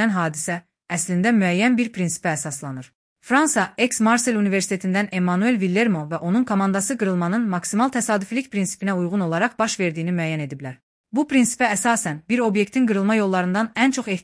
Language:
Azerbaijani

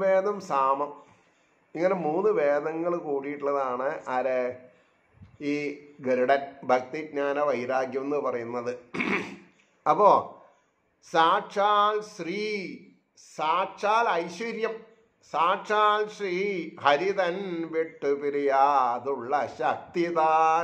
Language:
Malayalam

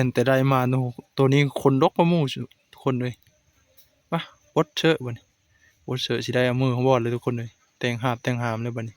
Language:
Northeastern Thai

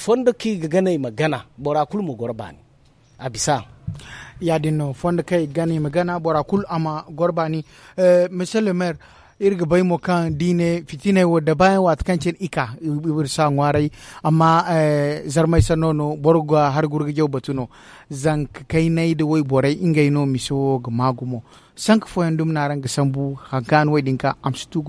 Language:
Zarma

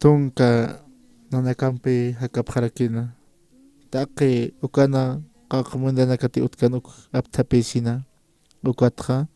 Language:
Aymara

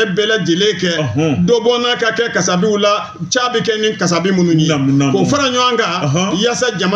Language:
Bambara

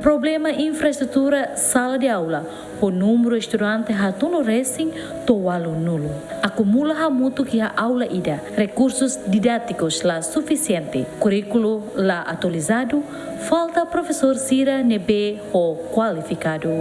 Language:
Tetum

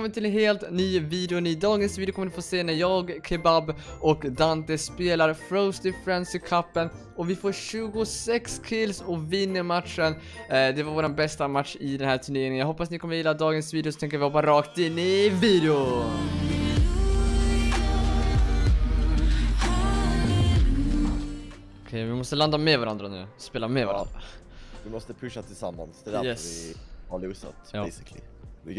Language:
Swedish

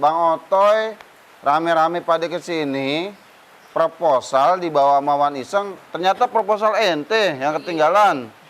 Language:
Betawi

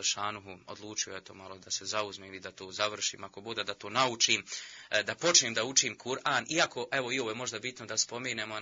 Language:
Bosnian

